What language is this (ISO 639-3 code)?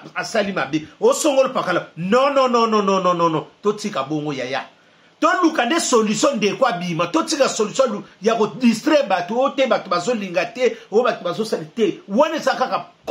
lin